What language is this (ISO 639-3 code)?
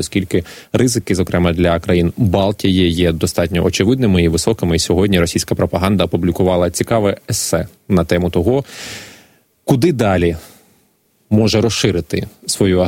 ukr